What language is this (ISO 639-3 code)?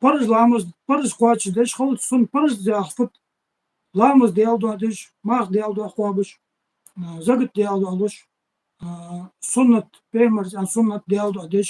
inh